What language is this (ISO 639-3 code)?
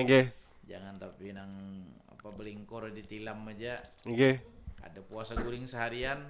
bjn